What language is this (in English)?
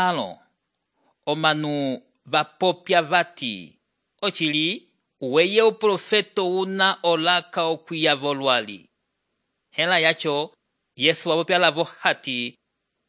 Umbundu